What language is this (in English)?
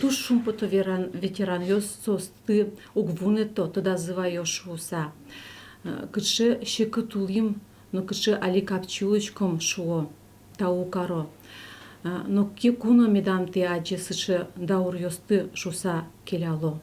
Udmurt